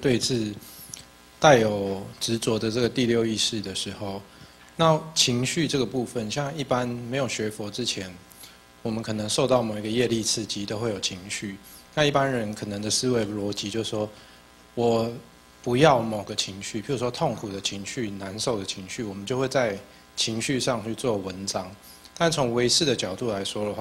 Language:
Chinese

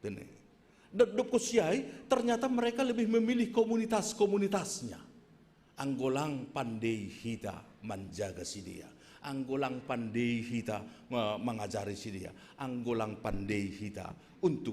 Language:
Batak Simalungun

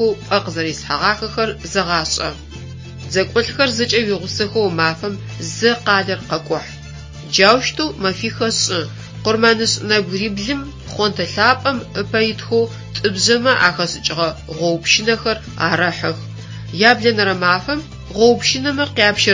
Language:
Adyghe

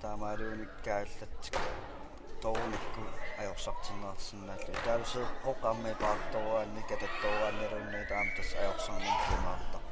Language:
Kalaallisut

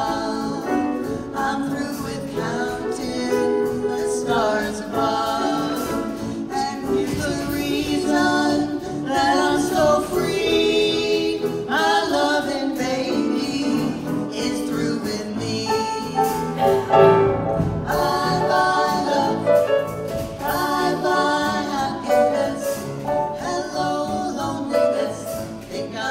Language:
English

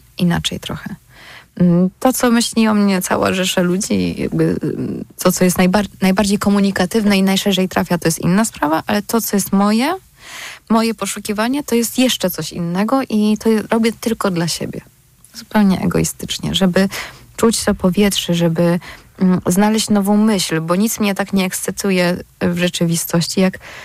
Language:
Polish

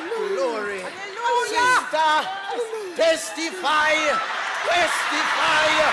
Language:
Jamaican Creole English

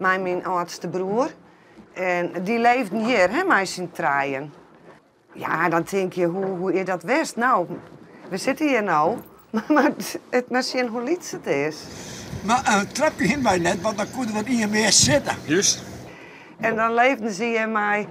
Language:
Western Frisian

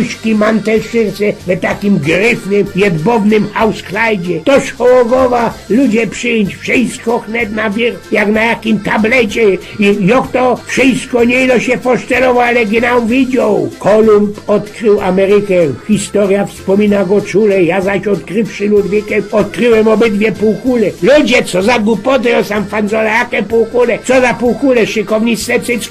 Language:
Silesian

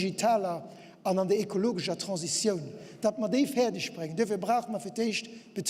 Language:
Luxembourgish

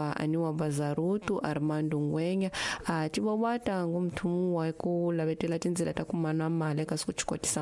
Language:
Tsonga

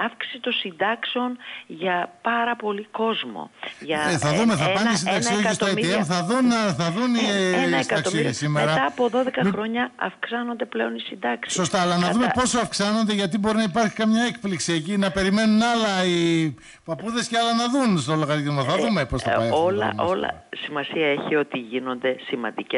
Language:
Greek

